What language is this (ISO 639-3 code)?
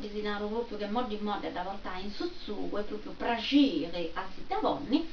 srd